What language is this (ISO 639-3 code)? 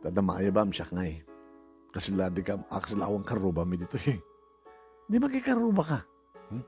ilo